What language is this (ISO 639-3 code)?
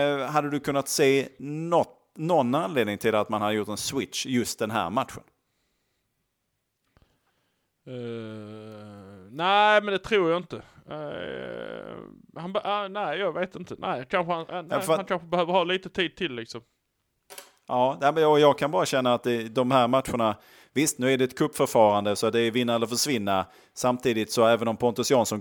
swe